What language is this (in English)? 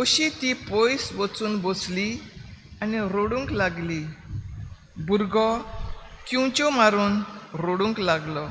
Konkani